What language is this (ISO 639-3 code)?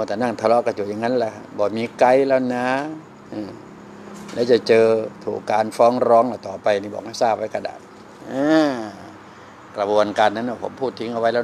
tha